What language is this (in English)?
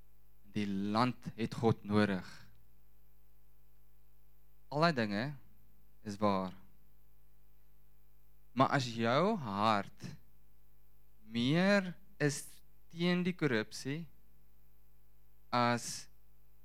Afrikaans